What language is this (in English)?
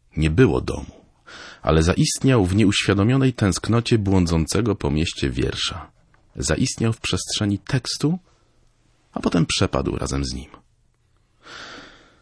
Polish